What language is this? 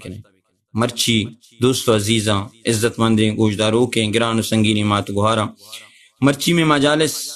Baluchi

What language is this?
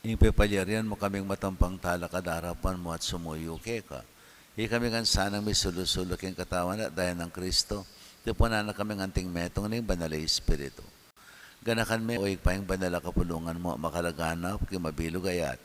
Pampanga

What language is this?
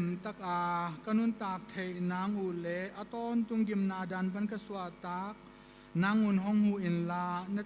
Tedim Chin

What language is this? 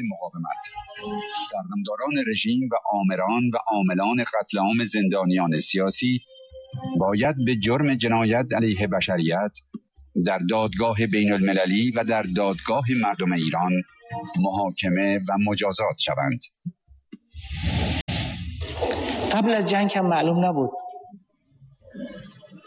Persian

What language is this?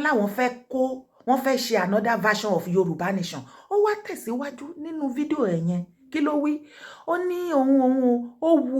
Yoruba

